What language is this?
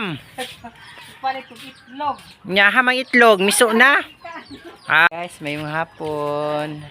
Cebuano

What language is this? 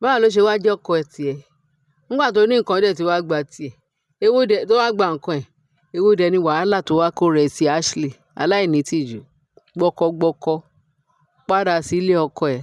Yoruba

